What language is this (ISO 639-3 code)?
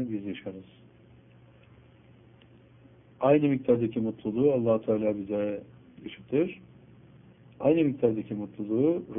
tur